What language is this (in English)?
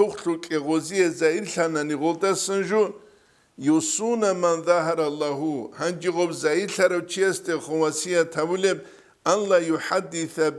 Avaric